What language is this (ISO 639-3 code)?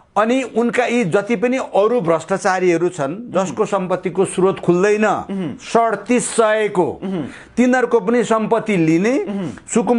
nep